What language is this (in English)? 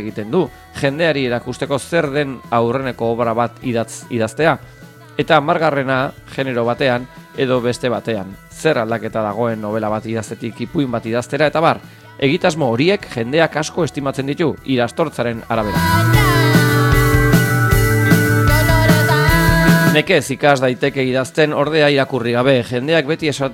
Basque